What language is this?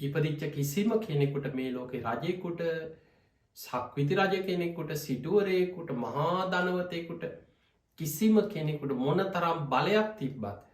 Sinhala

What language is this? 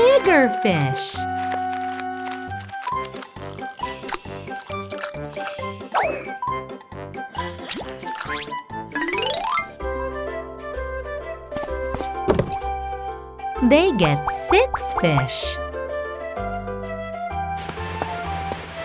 English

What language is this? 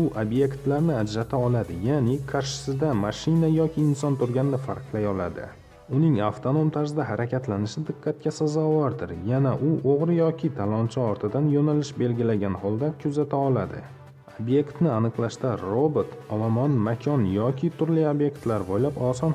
Uzbek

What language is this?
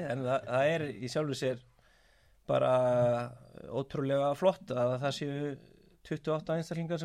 Icelandic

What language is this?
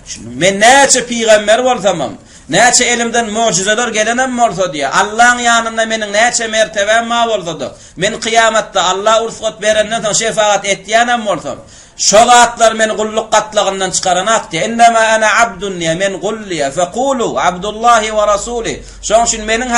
Turkmen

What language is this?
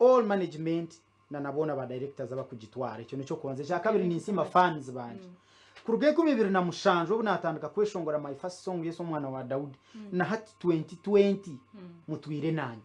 Nyankole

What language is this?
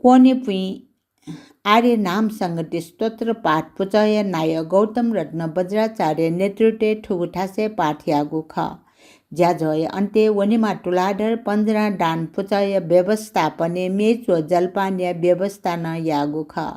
Newari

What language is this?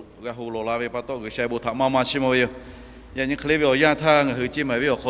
Lahu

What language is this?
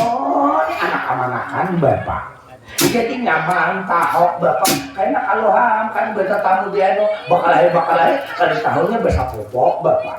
Banjar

